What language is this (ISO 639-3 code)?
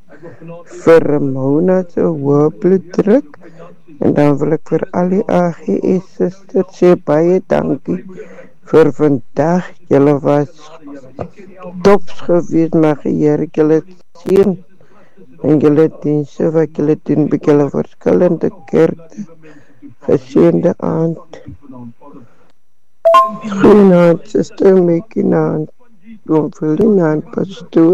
afr